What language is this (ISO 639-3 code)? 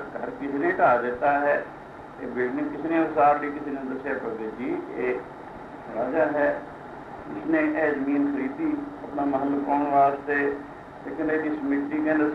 pan